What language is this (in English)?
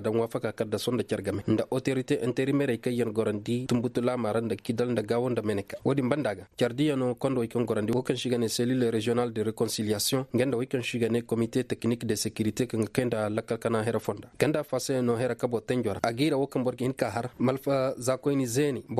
Koyraboro Senni